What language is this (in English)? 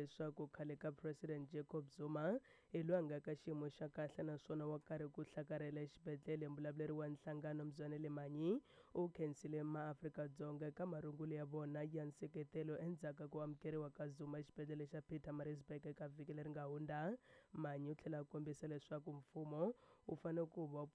Tsonga